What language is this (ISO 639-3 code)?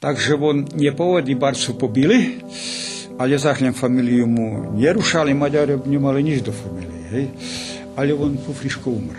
rue